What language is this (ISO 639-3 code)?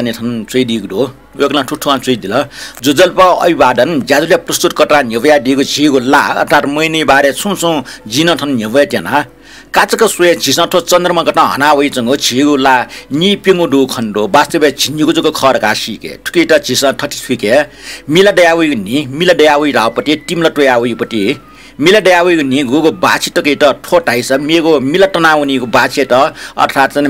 new